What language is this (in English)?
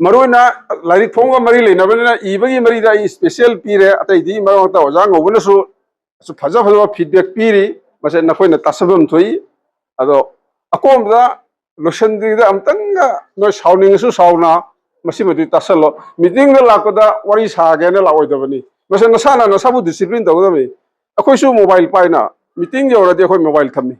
Manipuri